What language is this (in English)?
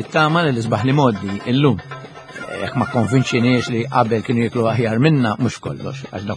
Maltese